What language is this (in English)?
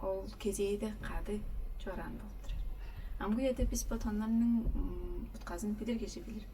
Tuvinian